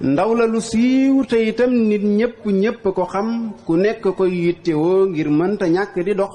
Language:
Wolof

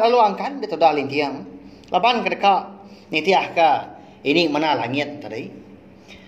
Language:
Iban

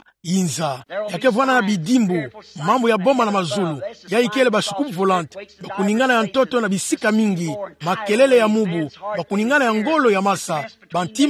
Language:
Kituba (Democratic Republic of Congo)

